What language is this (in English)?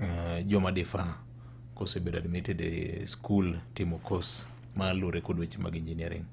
Luo (Kenya and Tanzania)